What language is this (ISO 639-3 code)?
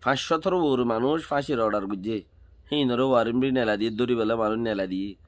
rhg